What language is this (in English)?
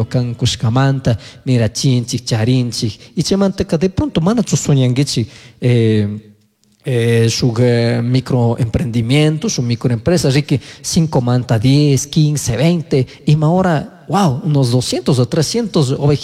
Chimborazo Highland Quichua